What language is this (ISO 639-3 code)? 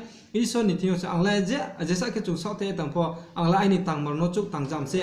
ria